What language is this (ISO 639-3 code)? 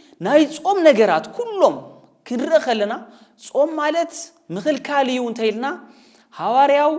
tir